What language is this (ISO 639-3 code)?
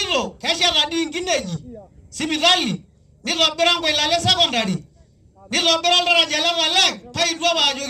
mas